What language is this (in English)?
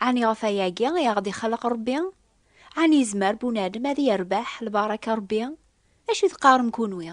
Kabyle